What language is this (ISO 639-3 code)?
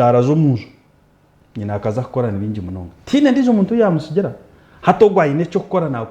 nyn